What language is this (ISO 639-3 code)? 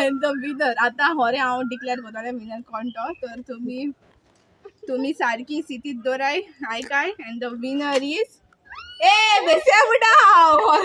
kok